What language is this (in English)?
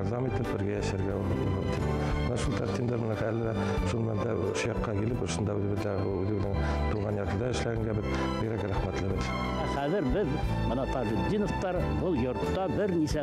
Bashkir